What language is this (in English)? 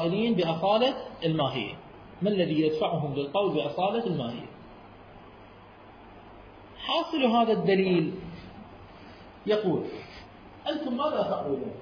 Arabic